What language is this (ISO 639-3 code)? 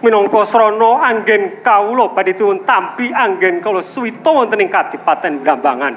jav